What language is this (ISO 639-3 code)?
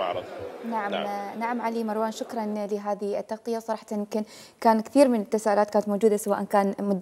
acm